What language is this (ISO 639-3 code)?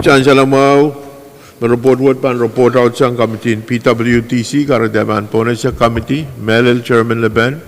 pon